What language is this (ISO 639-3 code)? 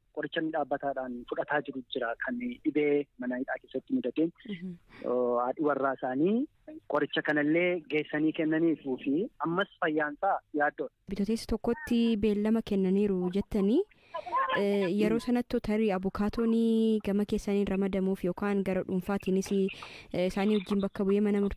orm